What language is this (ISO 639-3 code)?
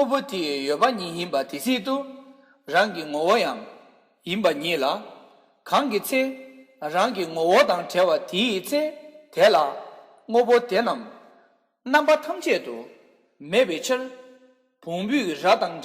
bod